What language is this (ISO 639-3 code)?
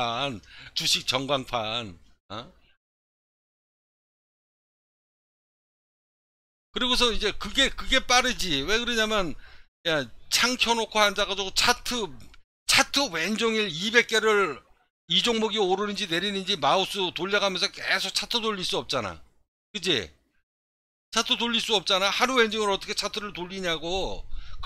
kor